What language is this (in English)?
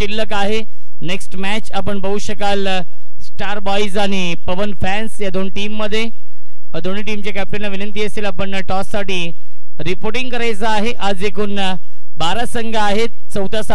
Marathi